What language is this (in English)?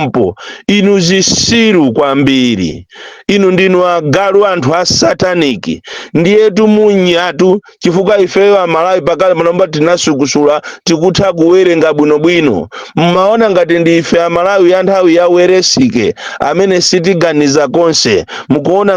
Nyanja